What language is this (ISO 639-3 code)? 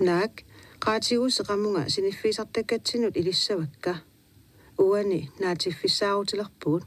kal